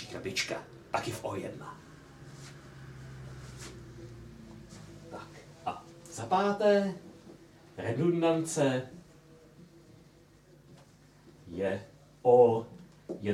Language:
Czech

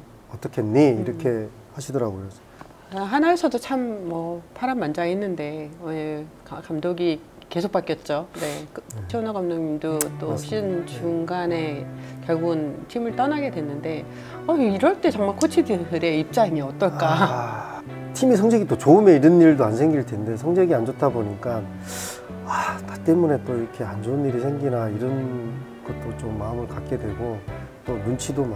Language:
Korean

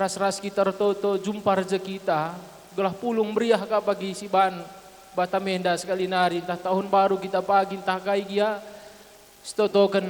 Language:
Batak Karo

